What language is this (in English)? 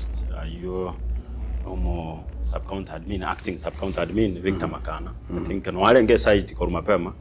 Gusii